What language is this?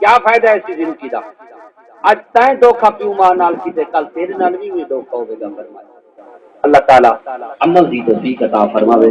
Saraiki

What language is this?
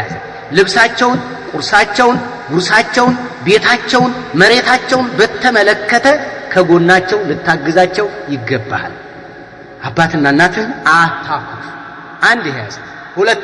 Amharic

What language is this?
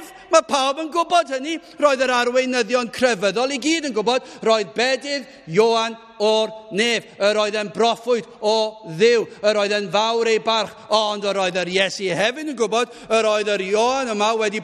Welsh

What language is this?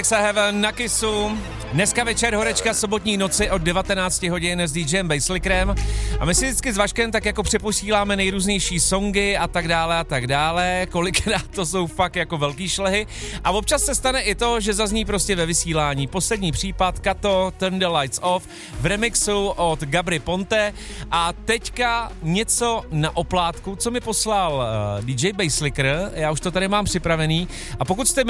Czech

